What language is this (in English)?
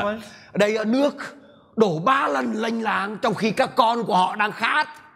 Vietnamese